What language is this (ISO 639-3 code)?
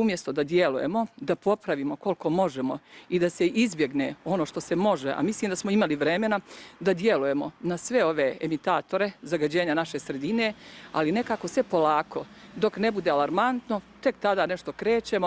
bos